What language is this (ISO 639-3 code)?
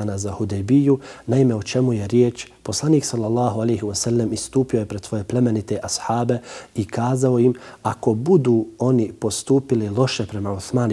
bos